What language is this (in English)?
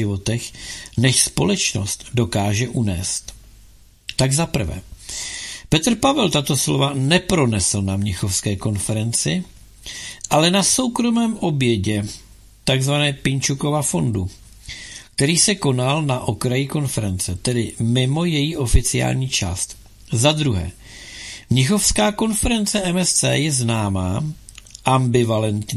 Czech